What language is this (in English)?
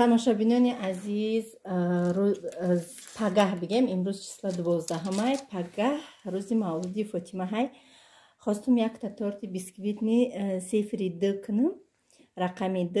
Tajik